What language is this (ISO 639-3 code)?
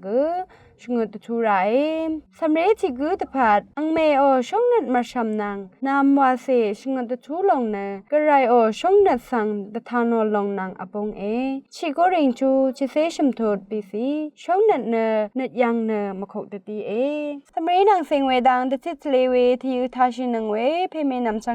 raw